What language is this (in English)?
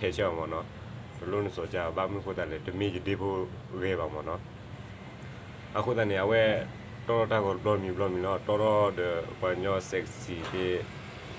S'gaw Karen